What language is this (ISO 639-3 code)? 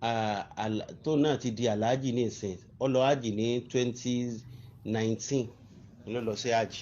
yor